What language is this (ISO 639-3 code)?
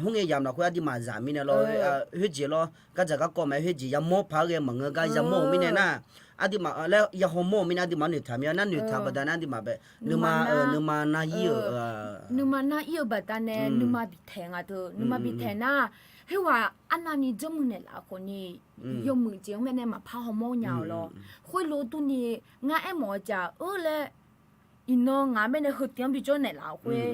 ahk